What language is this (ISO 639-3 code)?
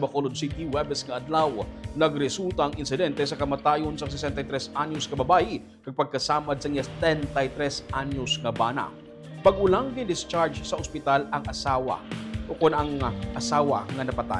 hil